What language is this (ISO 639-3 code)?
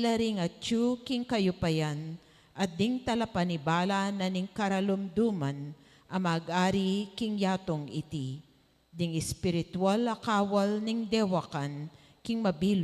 pam